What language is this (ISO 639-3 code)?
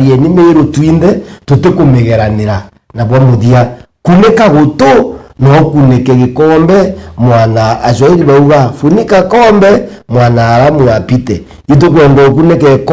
mer